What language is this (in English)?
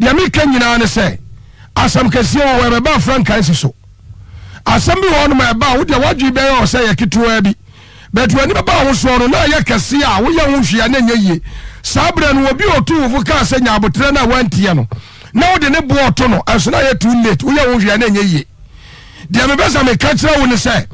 Akan